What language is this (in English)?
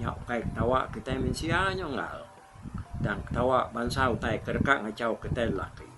Iban